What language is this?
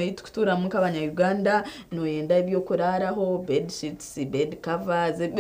Nyankole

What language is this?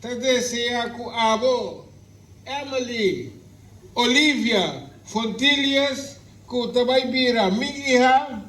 Papiamento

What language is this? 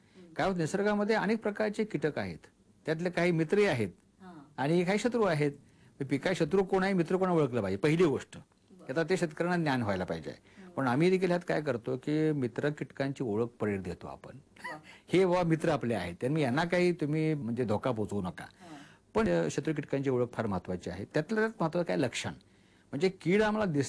Marathi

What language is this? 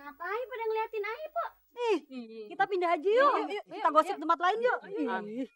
Betawi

